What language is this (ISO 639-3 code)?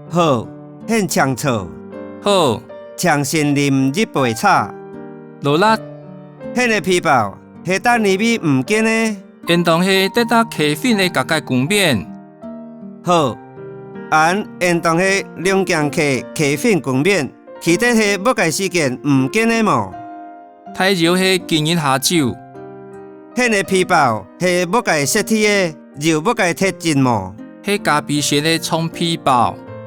hak